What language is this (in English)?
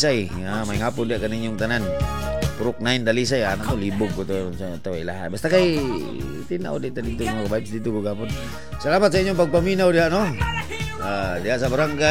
Cebuano